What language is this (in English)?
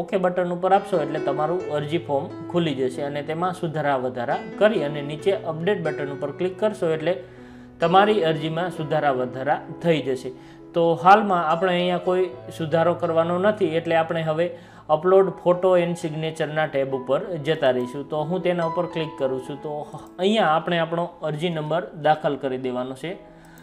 Gujarati